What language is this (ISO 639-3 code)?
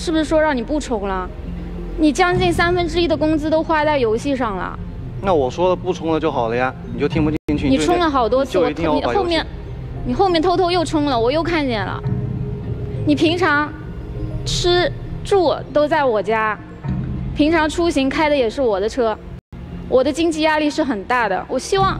zho